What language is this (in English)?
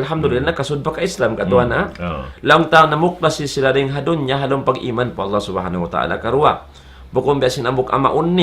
Tausug